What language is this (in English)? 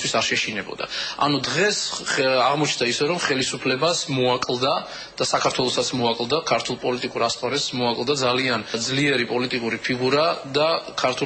Georgian